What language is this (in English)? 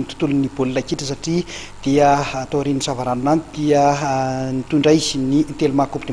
Malagasy